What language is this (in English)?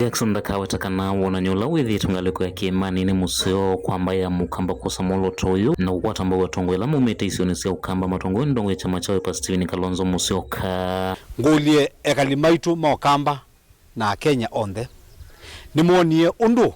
Kamba